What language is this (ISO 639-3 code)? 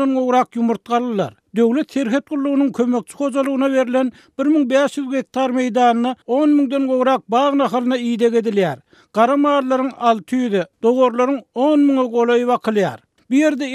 tuk